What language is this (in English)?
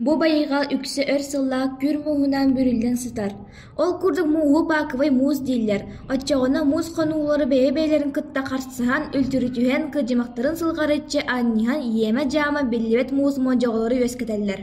Yakut